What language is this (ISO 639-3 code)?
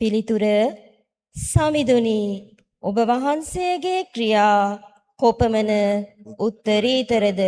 sin